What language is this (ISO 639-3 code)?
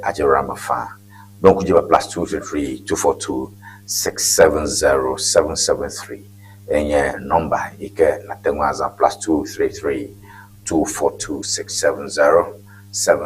ewe